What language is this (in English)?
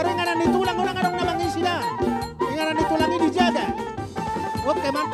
Batak Toba